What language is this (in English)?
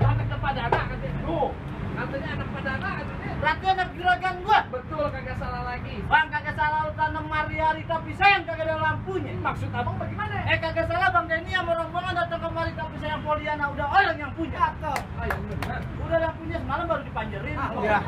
Betawi